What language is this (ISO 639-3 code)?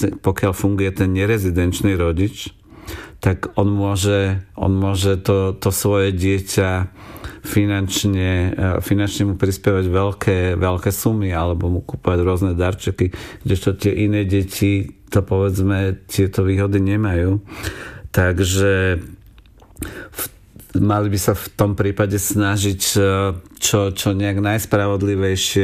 slk